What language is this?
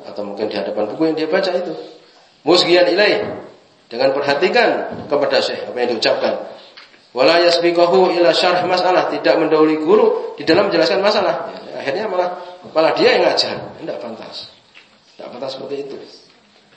Indonesian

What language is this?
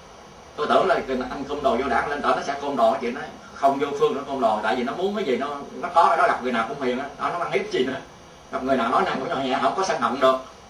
Vietnamese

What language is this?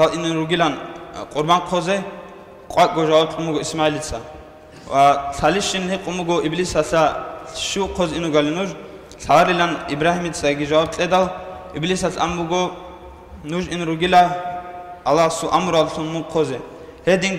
Avaric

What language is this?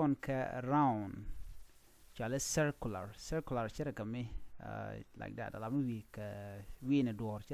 Nuer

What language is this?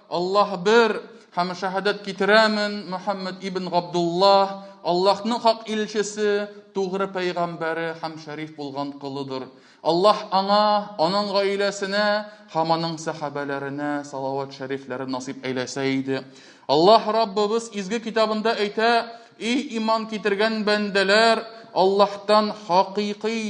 Tatar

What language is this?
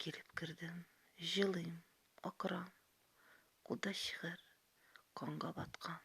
Tatar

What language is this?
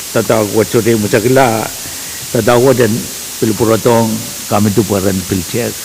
Pohnpeian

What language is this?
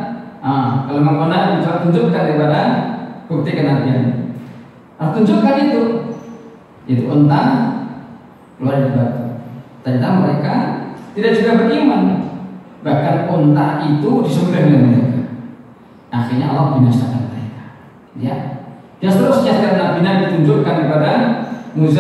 Indonesian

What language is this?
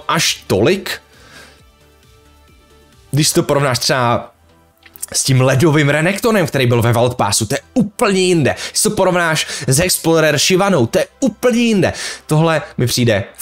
Czech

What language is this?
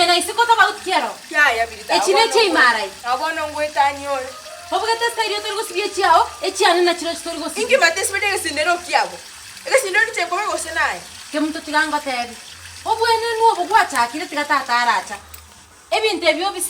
Gusii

